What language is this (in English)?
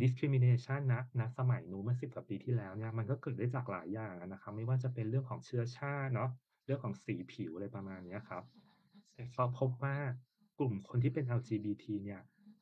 Thai